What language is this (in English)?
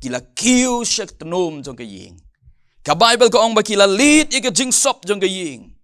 Khasi